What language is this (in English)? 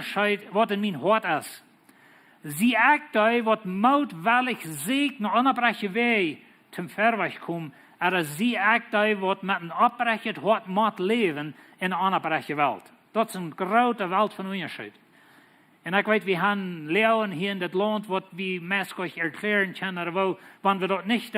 Plautdietsch